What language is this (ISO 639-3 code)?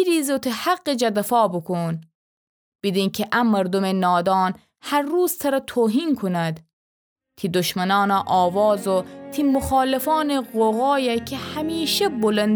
glk